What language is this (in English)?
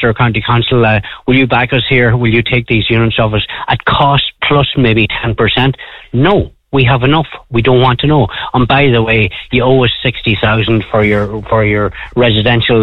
English